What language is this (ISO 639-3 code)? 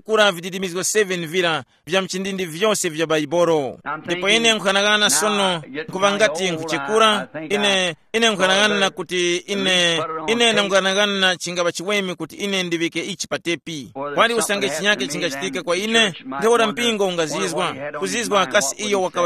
tum